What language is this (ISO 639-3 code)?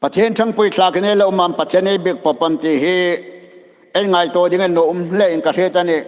hmr